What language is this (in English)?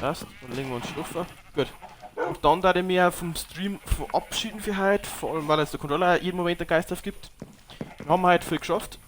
Bavarian